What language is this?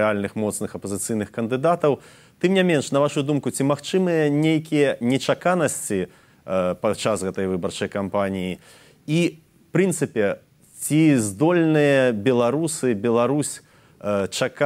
Belarusian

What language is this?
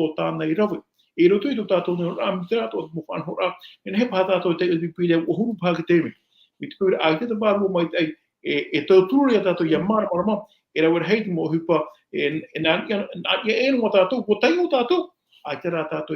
Tahitian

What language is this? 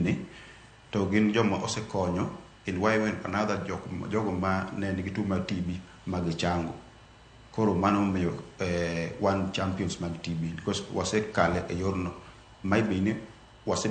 Luo (Kenya and Tanzania)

